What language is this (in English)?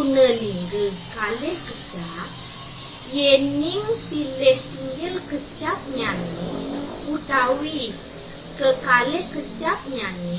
Balinese